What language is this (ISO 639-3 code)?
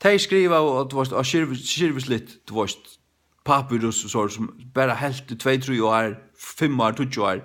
fao